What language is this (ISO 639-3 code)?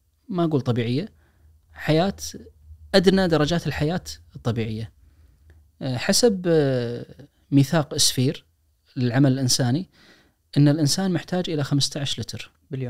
ars